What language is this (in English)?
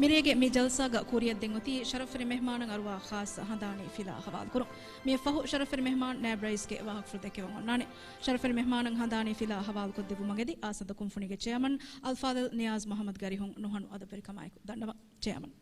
Divehi